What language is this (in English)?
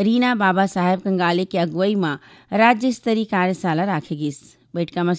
Chhattisgarhi